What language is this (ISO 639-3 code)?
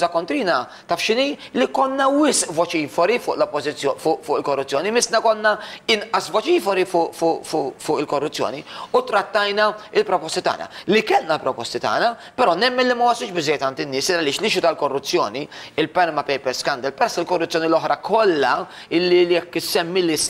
mlt